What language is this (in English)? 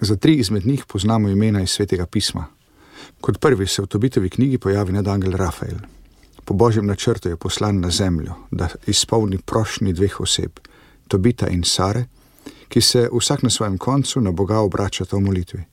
Slovenian